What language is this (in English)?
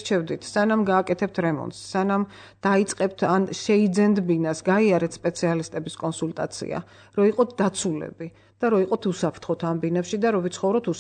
Georgian